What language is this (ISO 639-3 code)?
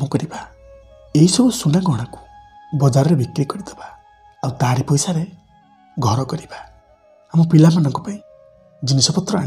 ori